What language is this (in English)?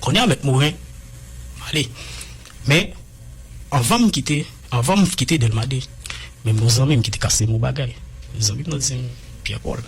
Haitian Creole